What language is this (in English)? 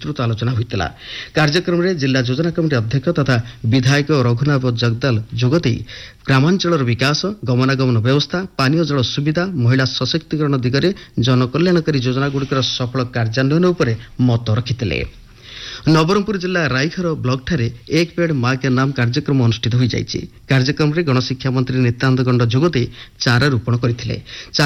Odia